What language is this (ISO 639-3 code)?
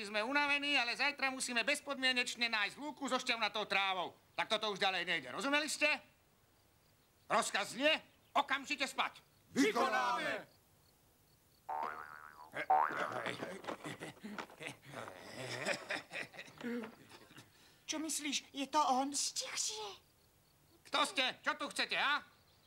slk